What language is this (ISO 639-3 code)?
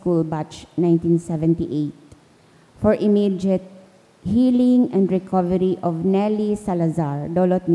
bik